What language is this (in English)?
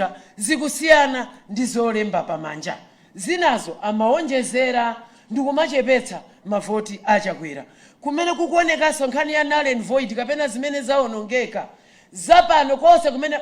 Nyanja